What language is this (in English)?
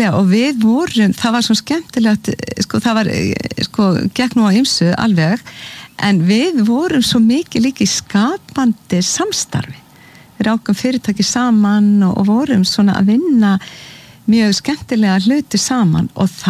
Icelandic